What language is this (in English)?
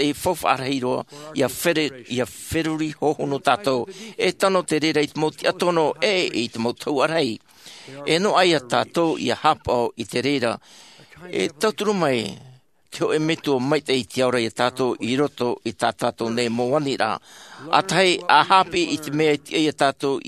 Tahitian